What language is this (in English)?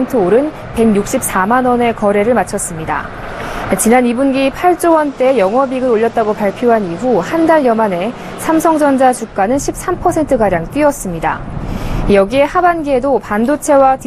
Korean